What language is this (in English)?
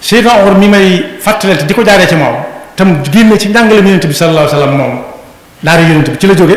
Wolof